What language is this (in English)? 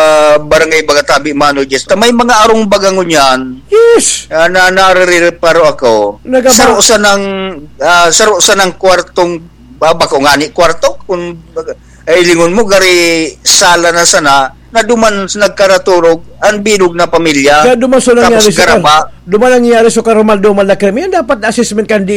Bikol